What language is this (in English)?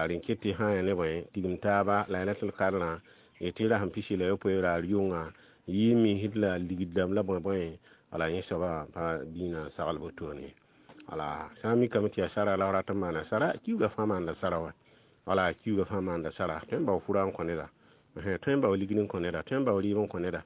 Mossi